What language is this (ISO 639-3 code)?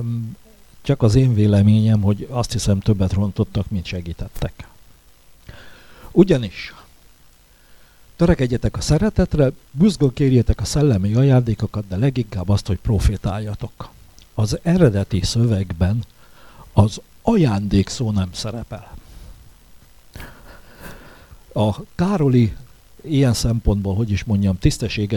hun